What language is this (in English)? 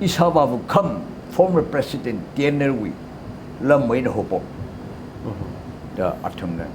Tangkhul Naga (India)